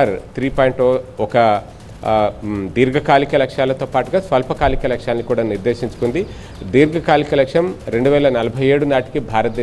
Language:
Telugu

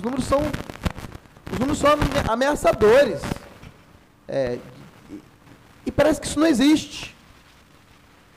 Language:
Portuguese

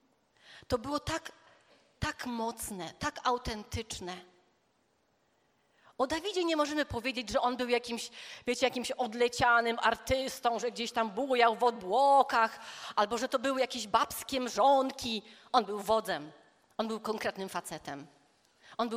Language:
Polish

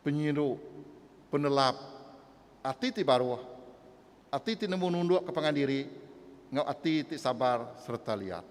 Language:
Iban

